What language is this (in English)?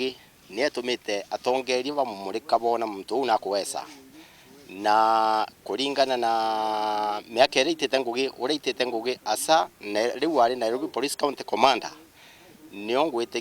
Meru